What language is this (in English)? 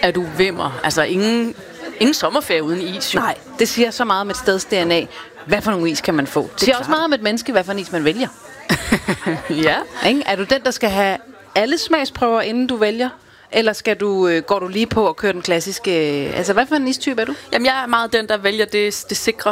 Danish